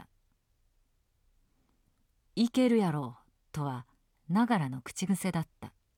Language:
Japanese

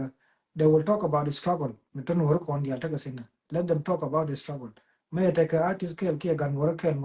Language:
Nuer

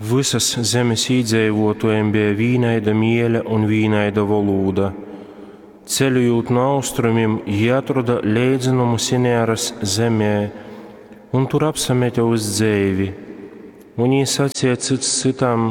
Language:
Latgalian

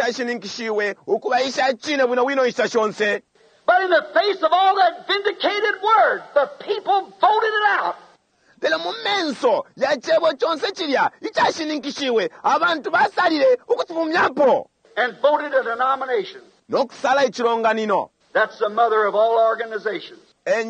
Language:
Bemba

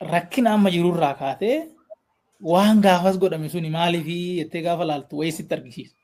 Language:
Oromo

